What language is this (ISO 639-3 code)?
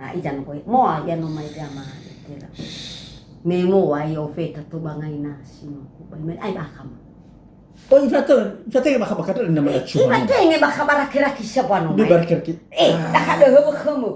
nia